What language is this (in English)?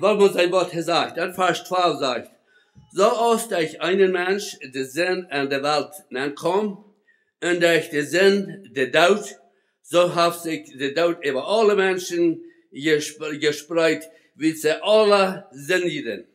Plautdietsch